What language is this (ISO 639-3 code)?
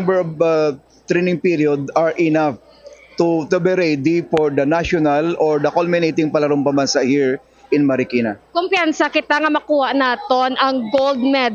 hil